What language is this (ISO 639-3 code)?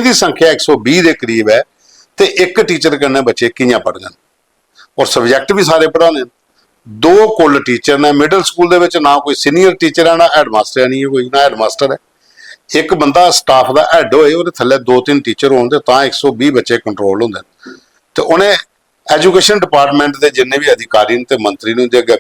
doi